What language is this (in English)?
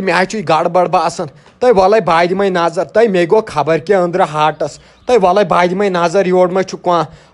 Kashmiri